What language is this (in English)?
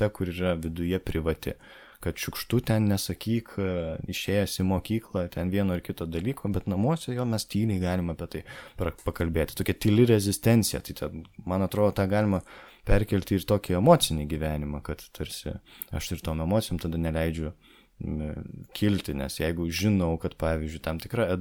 Lithuanian